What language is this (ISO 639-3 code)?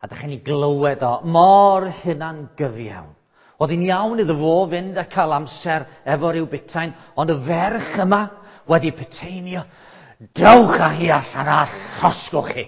cym